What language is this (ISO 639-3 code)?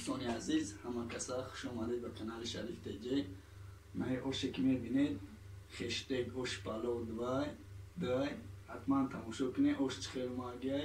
tgk